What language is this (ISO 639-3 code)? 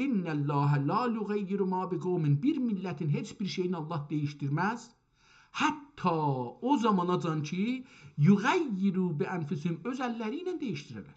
azb